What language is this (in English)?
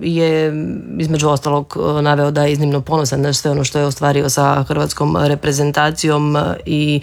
Croatian